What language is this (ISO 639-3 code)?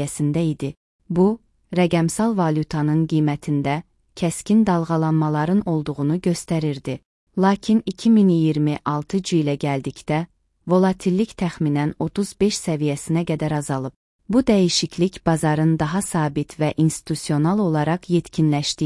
aze